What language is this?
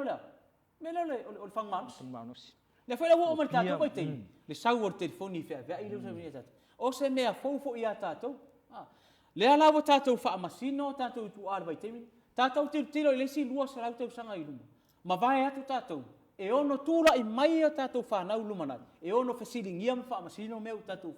Samoan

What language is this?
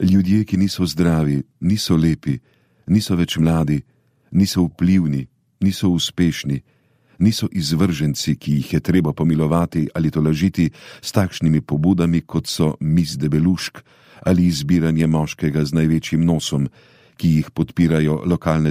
Slovenian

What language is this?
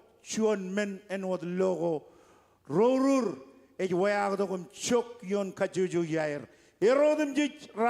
Marshallese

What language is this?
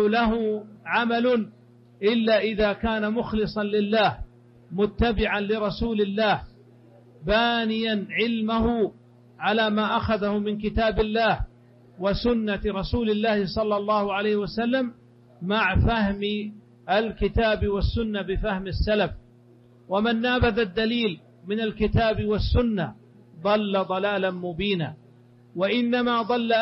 Arabic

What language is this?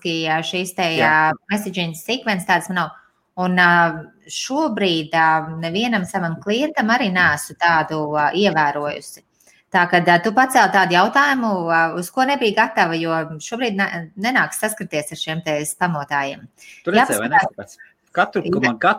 Latvian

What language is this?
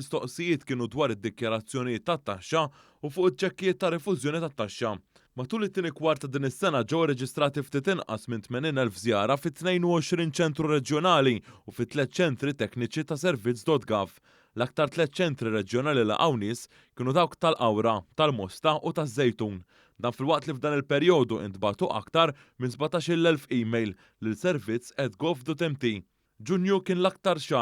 Maltese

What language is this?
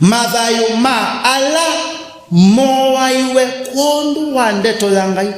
Kamba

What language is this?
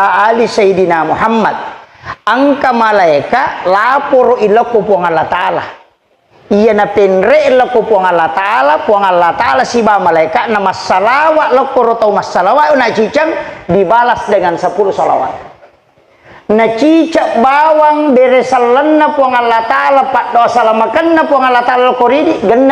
Buginese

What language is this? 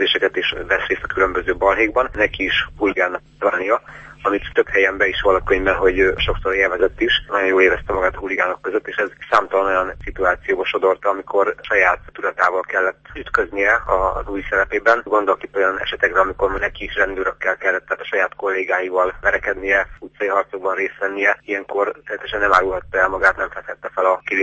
Hungarian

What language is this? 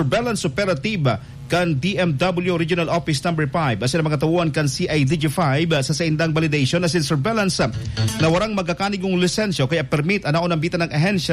Bikol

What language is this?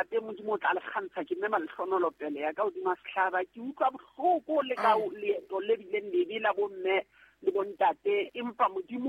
Southern Sotho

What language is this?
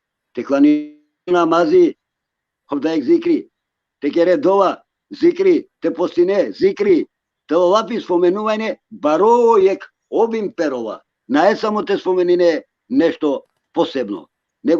Balkan Romani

